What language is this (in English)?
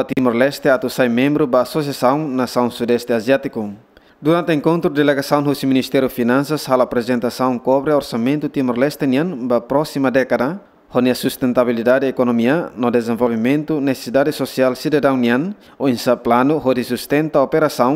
Tetum